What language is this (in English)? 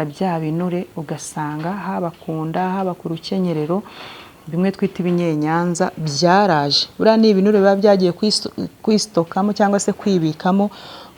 Kinyarwanda